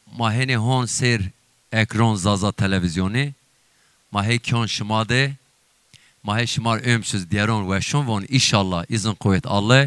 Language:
Zaza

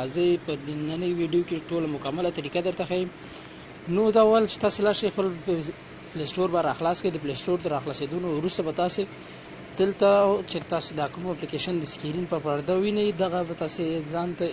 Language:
Pashto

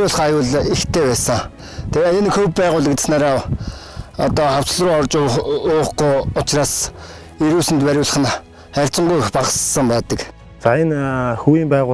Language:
Mongolian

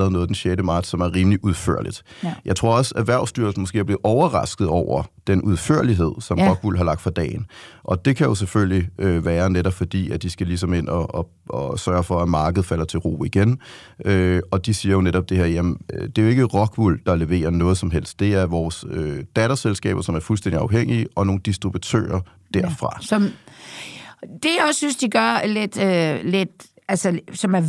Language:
Danish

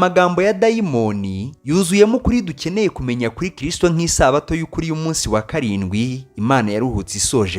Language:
Kinyarwanda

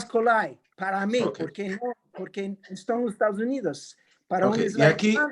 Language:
Ladino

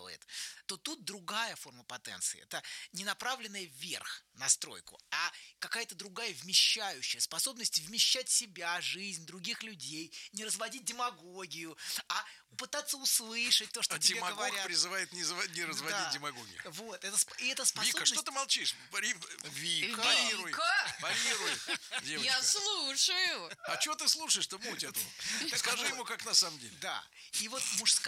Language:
Russian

